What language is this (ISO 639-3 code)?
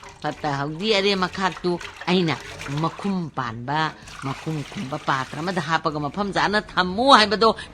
mni